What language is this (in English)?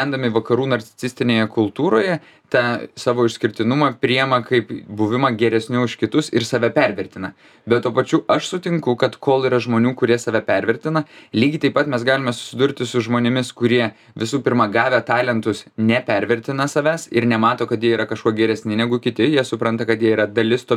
Lithuanian